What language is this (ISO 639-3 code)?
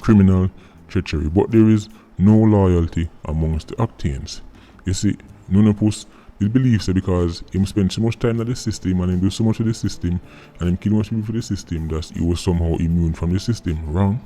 jam